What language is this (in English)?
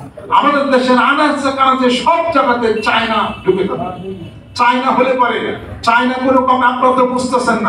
Bangla